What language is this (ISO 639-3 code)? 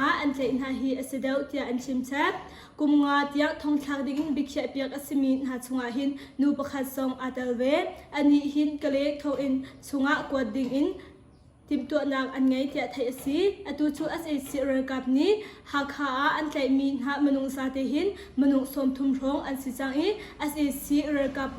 cnh